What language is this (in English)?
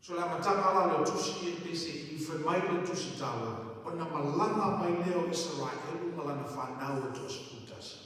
Samoan